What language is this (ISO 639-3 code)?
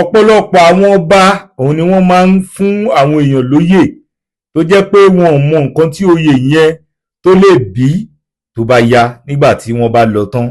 yor